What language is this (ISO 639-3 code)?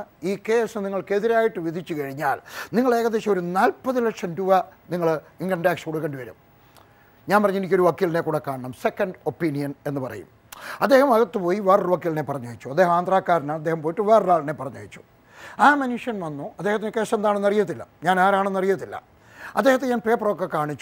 mal